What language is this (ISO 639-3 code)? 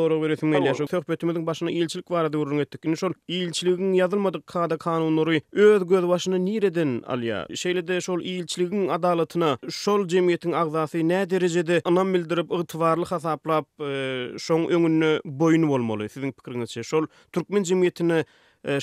tuk